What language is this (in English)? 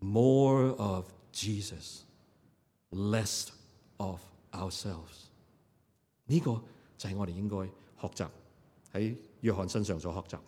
Cantonese